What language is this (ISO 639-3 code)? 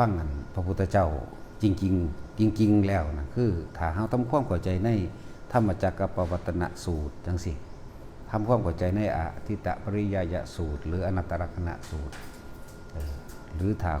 tts